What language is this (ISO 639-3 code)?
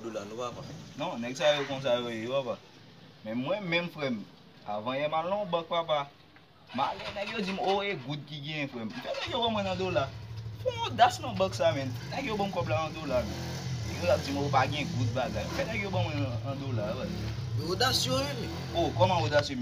hat